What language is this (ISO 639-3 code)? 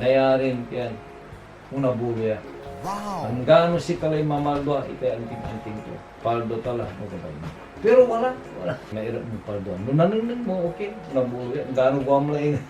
pag